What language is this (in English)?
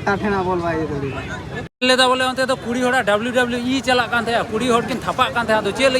Santali